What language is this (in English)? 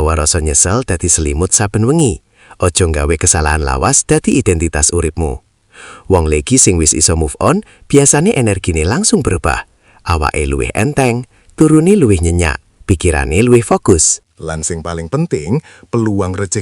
Javanese